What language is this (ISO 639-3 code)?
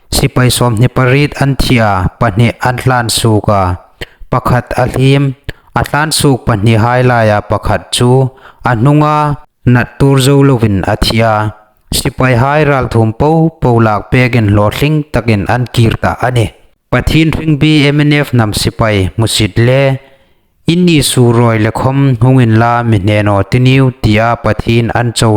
hmr